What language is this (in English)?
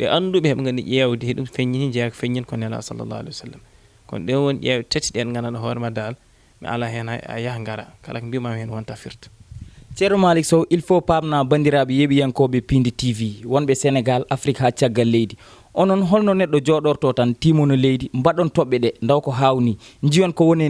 Fula